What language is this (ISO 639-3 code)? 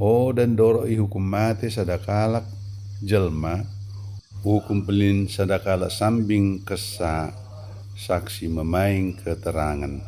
btd